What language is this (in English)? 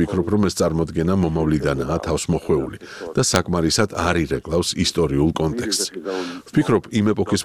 Georgian